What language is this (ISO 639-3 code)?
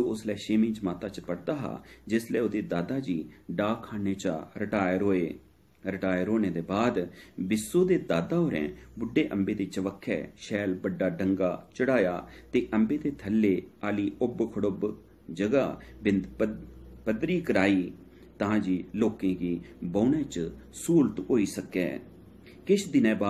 doi